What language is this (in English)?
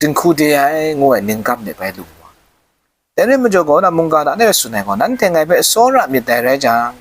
Kachin